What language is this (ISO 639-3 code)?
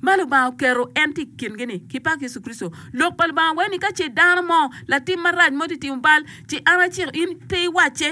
ach